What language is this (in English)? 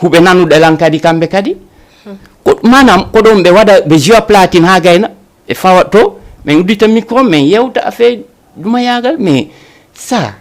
Fula